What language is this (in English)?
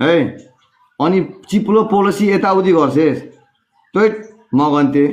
Nepali